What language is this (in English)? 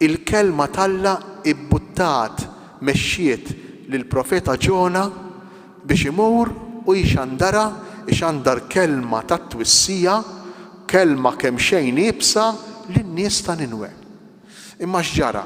Maltese